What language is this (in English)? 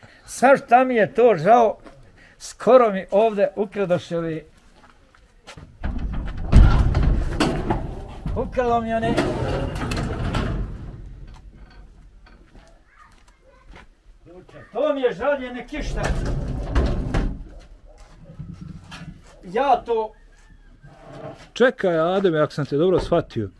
Bosnian